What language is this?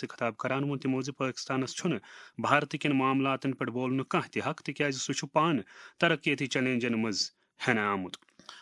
Kashmiri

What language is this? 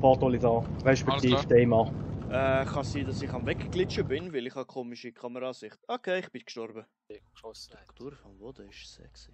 Swiss German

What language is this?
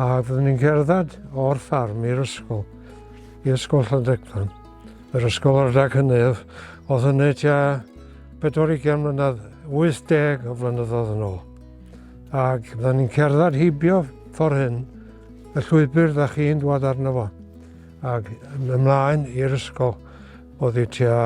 Welsh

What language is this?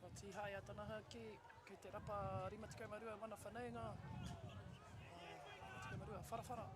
Māori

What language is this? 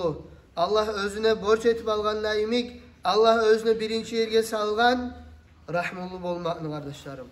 Kumyk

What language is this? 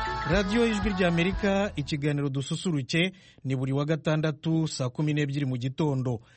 Kinyarwanda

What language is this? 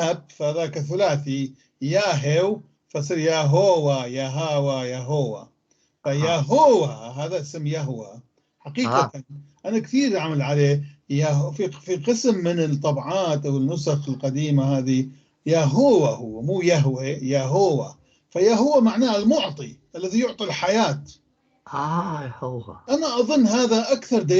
North Levantine Arabic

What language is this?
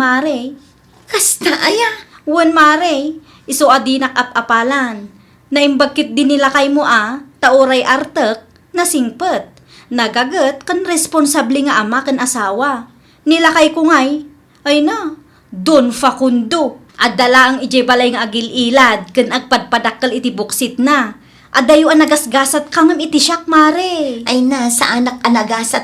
Iloko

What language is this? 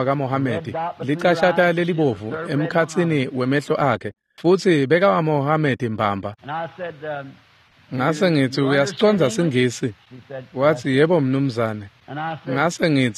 Swati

